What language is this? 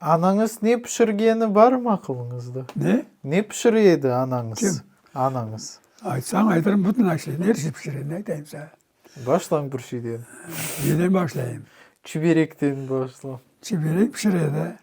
Crimean Tatar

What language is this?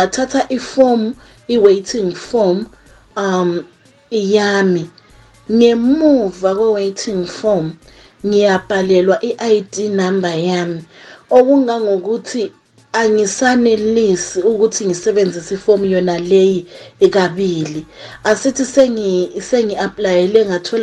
North Ndebele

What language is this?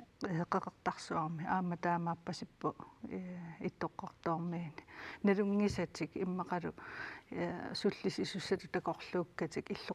Kalaallisut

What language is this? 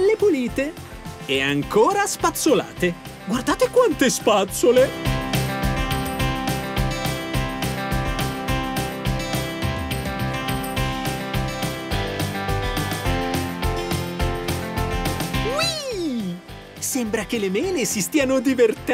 Italian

